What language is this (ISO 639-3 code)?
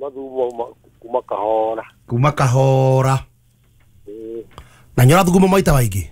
kik